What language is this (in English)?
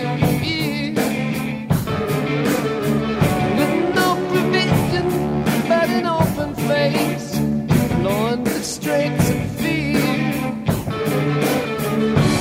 Slovak